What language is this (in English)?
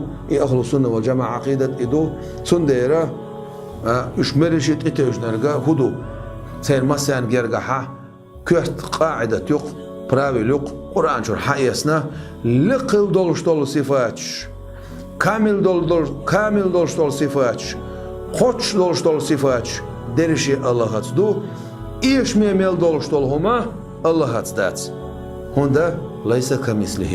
Chechen